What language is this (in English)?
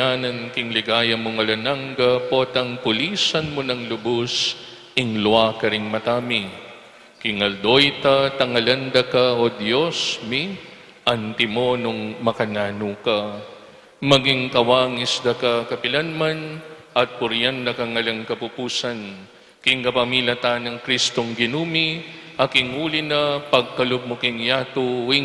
Pampanga